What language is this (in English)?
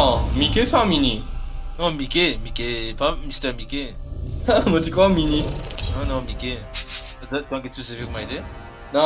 Morisyen